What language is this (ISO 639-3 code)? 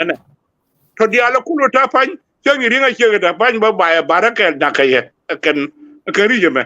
nus